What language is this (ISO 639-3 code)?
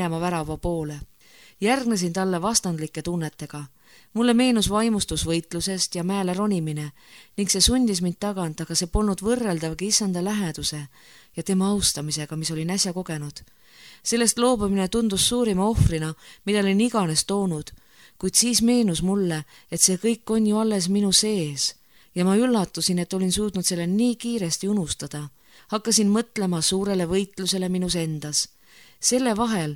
est